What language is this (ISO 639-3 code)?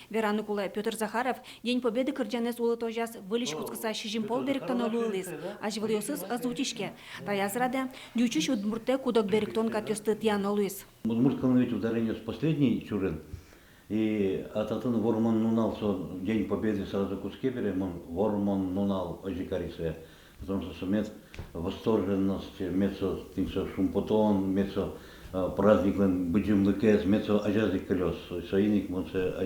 udm